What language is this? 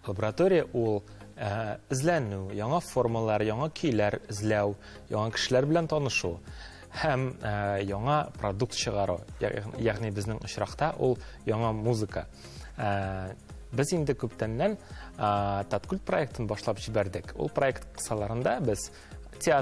Tatar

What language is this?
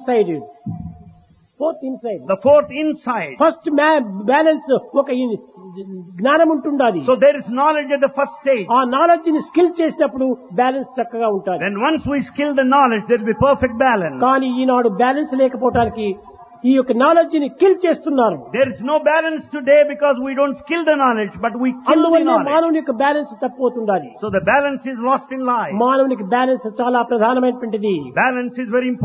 Telugu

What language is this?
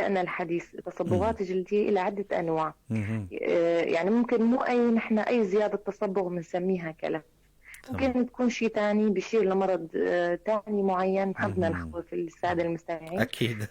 North Levantine Arabic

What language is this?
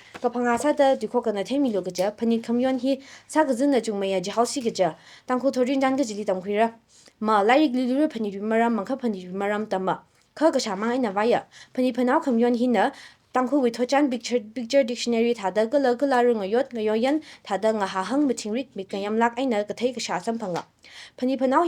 Tangkhul Naga (India)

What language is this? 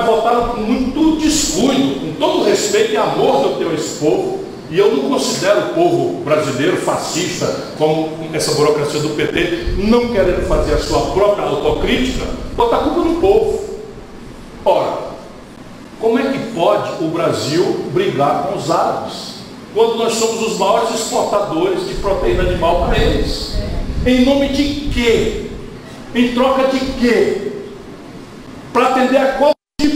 Portuguese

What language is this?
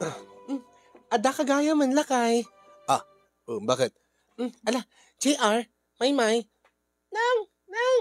Iloko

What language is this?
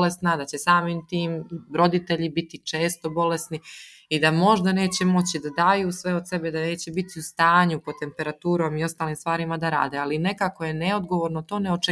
Serbian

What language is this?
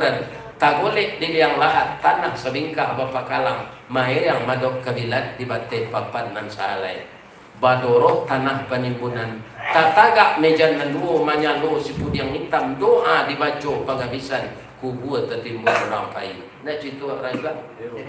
Minangkabau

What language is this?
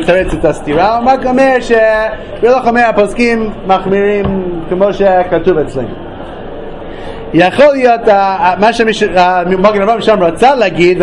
Hebrew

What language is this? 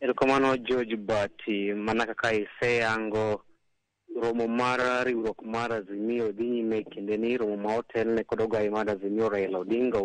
Luo (Kenya and Tanzania)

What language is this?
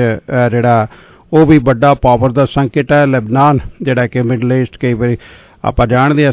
Punjabi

